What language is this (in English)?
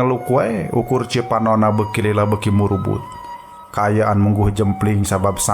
Sundanese